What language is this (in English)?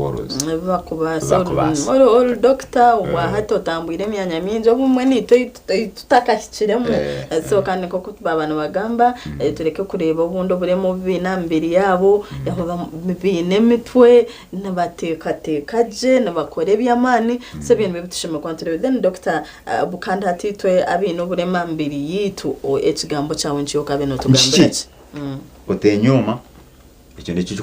Nyankole